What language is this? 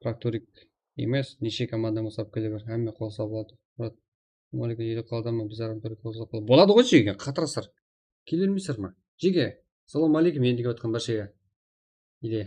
Kara-Kalpak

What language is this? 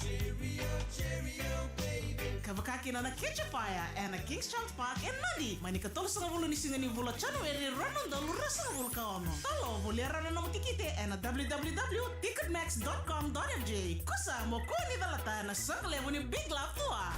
Fijian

